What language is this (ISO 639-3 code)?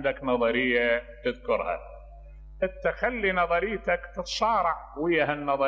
acm